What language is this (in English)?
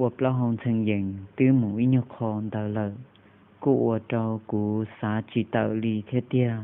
Hmong